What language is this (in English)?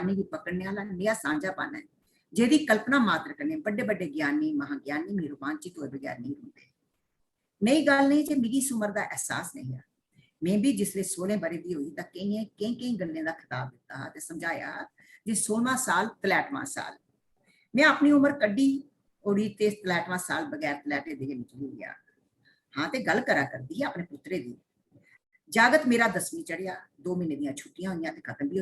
Dogri